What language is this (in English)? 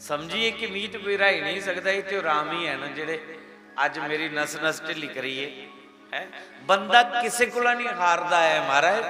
Dogri